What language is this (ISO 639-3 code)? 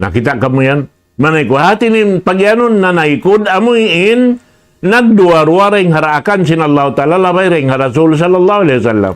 tsg